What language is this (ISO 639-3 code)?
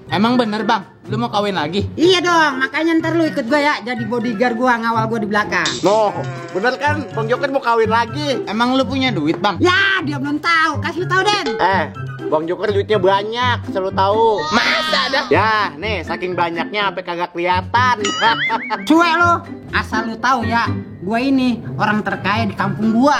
bew